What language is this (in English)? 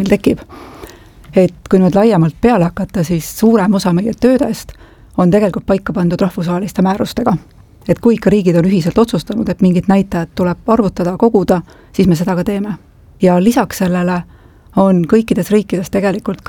Estonian